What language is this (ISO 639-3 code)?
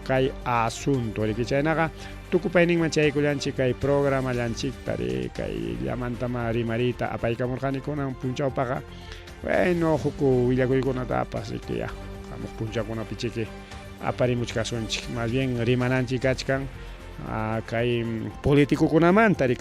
quy